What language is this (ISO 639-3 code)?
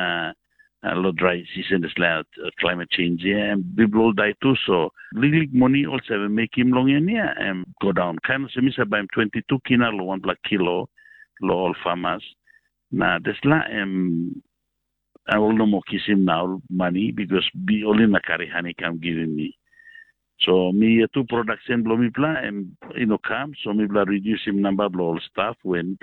tpi